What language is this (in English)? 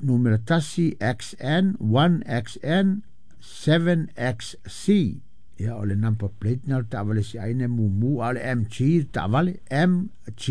Samoan